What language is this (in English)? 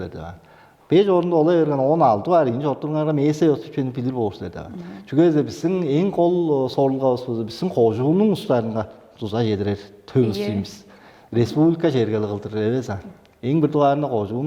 Tuvinian